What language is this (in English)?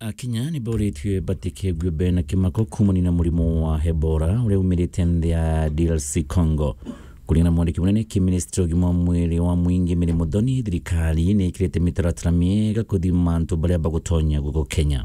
Meru